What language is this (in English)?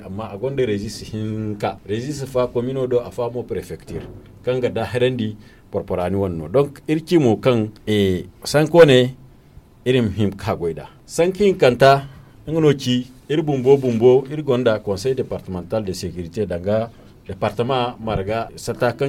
Zarma